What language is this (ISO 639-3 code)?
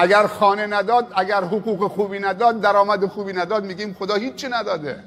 fas